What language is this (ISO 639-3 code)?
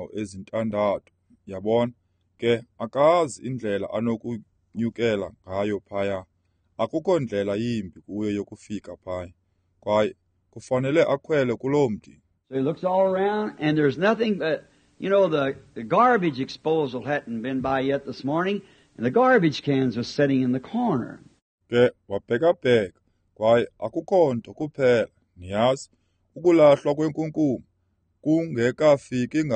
xho